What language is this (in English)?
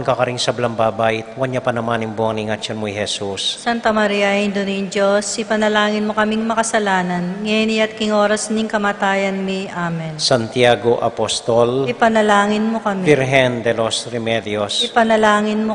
Pampanga